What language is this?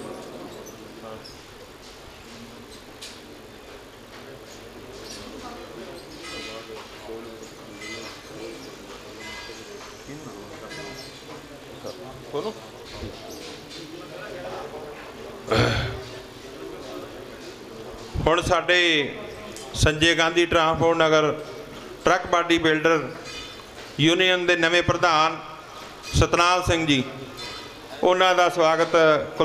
Punjabi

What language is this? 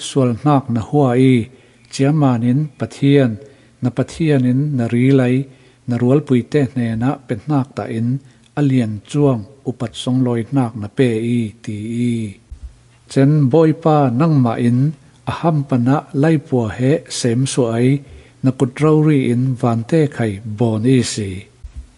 Falam Chin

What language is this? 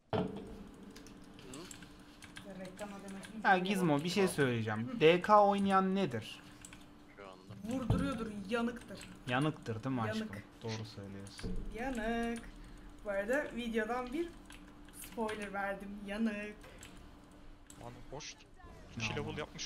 Turkish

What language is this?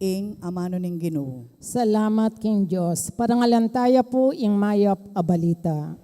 Pampanga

